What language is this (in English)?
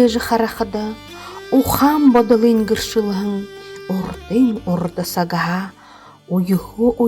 Buriat